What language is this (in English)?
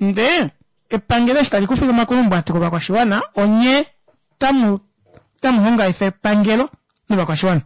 Kuanyama